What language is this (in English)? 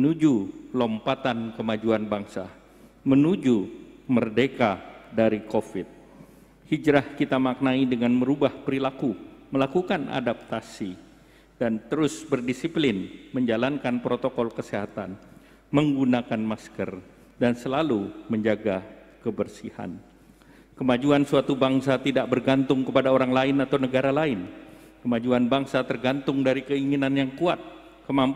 Indonesian